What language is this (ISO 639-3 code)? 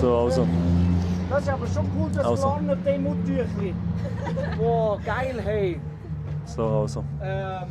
gsw